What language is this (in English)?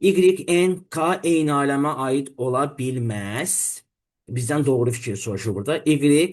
Azerbaijani